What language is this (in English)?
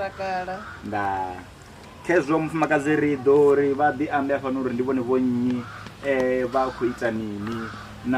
Venda